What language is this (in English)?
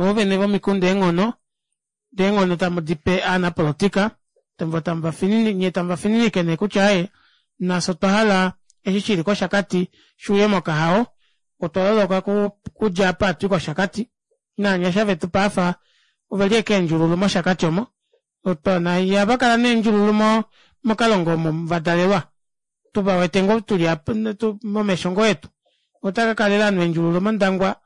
Kuanyama